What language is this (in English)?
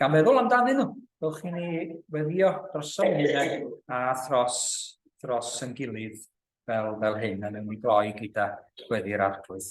Welsh